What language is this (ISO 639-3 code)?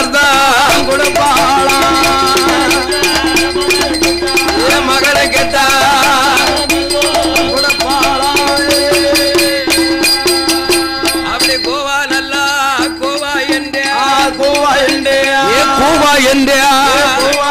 tam